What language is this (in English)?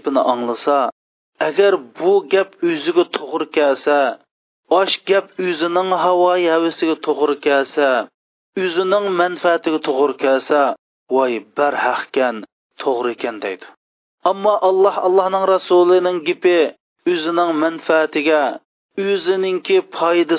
Uyghur